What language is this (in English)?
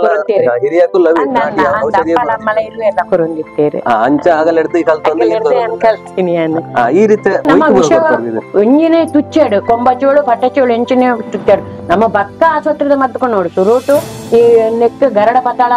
Tulu